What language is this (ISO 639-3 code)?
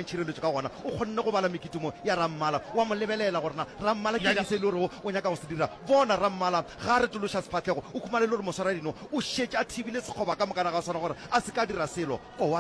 nso